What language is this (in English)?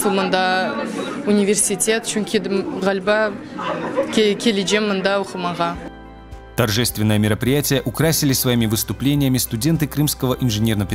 Crimean Tatar